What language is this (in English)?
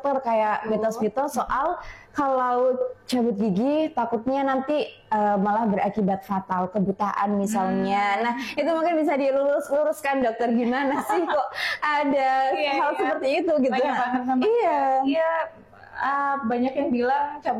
Indonesian